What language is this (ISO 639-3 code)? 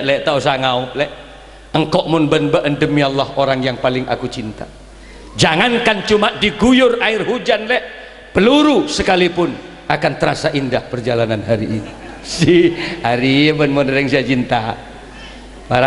mad